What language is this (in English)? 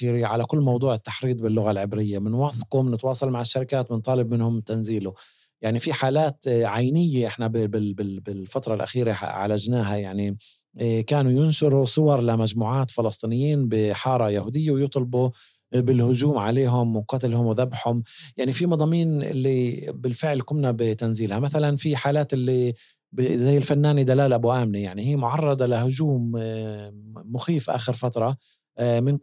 North Levantine Arabic